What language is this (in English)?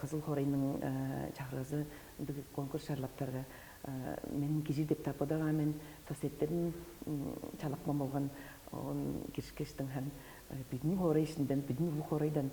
Tuvinian